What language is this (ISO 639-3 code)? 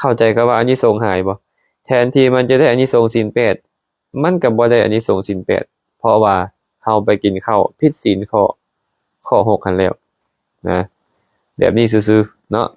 lao